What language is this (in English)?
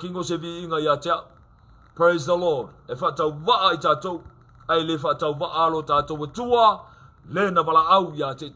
Samoan